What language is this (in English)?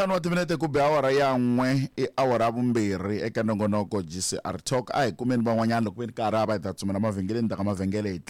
Tsonga